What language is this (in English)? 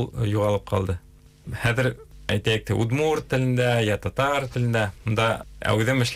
Bashkir